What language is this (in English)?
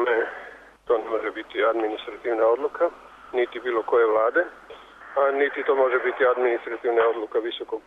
Serbian